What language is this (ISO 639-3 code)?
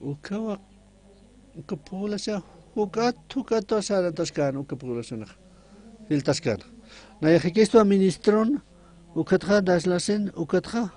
aym